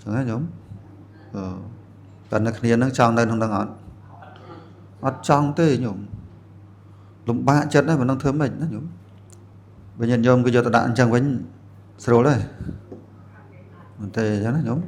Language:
Khmer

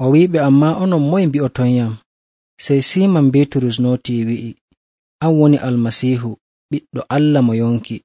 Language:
Nigerian Fulfulde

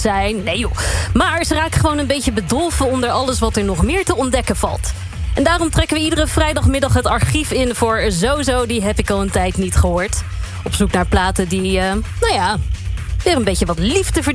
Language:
Dutch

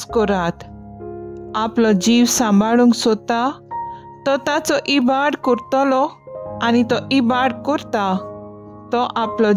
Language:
Konkani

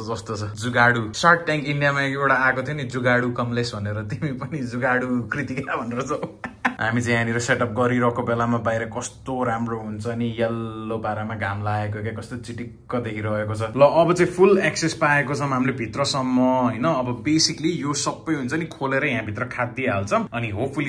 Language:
Nepali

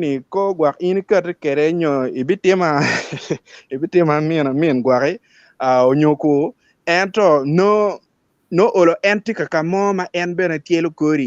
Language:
Acoli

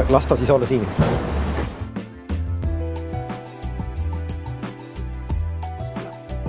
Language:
Estonian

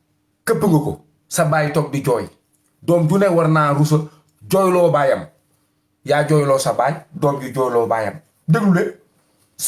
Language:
Wolof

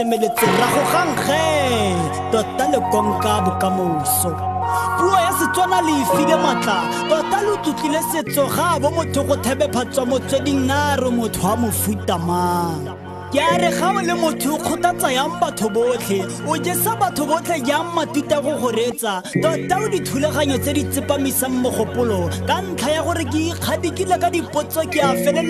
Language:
Tswana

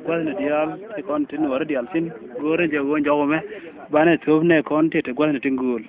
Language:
Nuer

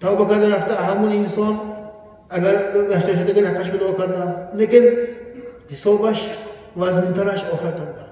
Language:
Tajik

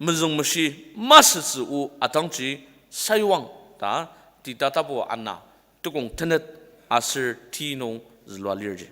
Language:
Ao Naga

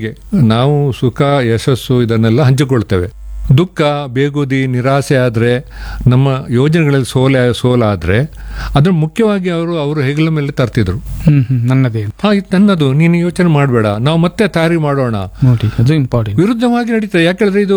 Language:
Kannada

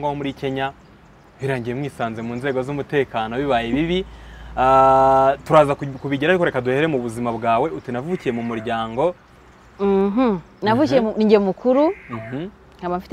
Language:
Kinyarwanda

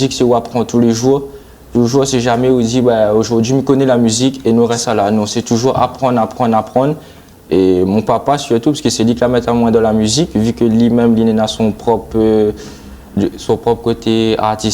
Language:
Réunion Creole French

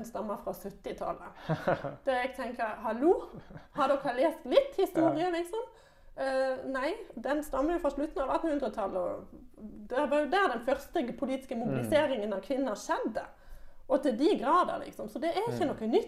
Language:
Norwegian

